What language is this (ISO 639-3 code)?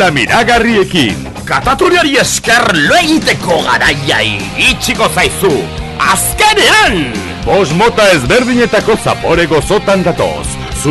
eus